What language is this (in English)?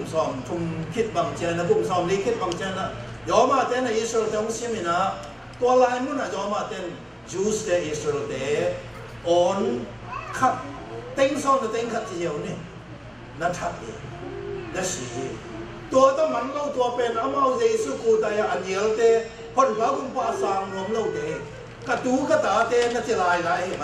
Tedim Chin